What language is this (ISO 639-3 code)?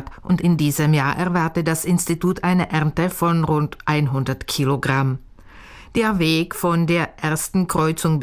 deu